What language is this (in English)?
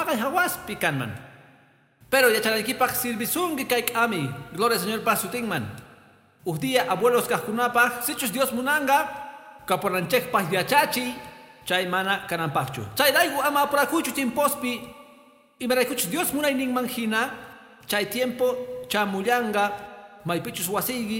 Quechua